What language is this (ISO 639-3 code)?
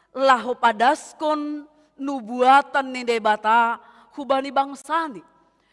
bts